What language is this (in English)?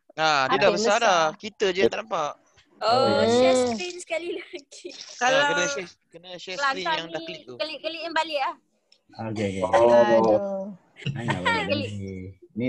Malay